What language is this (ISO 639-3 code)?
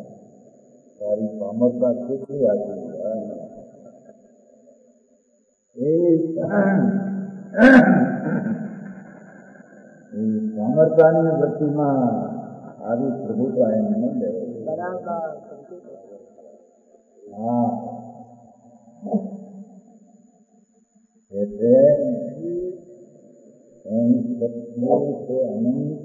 guj